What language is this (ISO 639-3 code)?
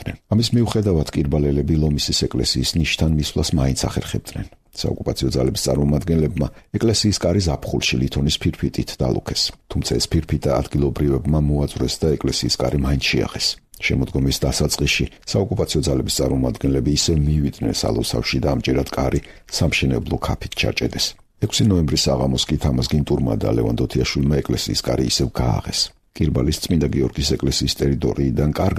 kat